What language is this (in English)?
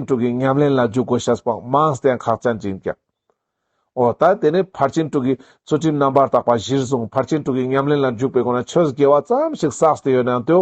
Ladakhi